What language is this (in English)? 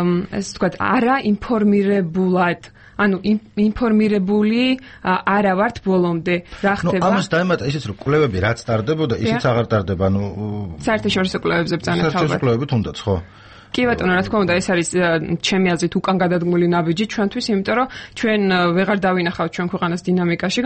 Georgian